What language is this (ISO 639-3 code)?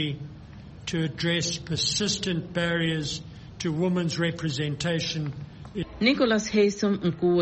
swa